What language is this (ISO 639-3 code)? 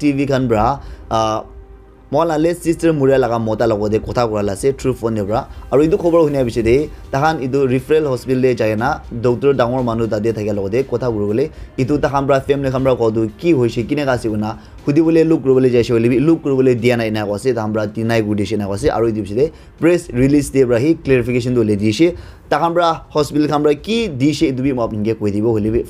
nag